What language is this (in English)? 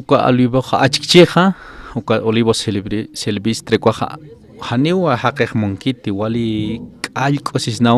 Aymara